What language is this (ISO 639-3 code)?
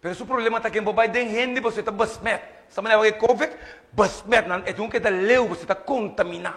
pap